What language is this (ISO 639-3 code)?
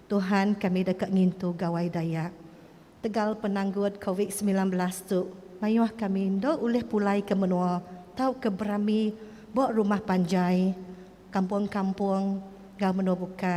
iba